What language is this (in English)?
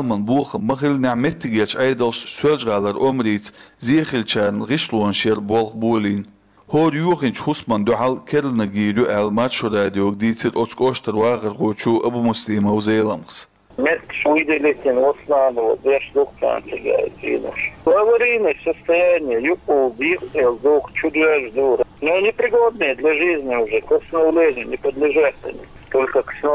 Chechen